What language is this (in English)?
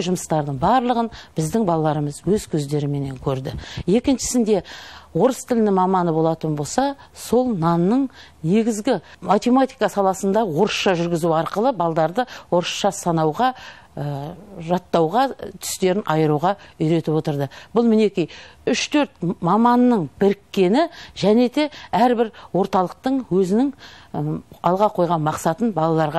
Kazakh